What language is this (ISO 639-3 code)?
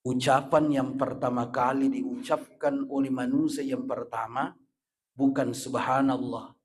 bug